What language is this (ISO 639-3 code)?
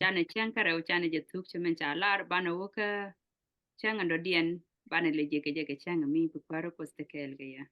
nus